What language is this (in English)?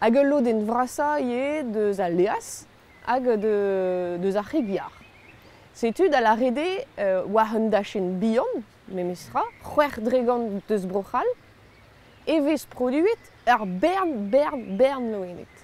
Breton